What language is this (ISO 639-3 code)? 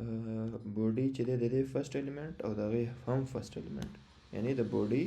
pus